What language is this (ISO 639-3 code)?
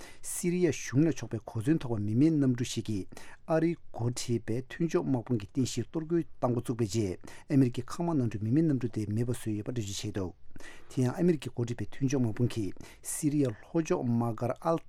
bod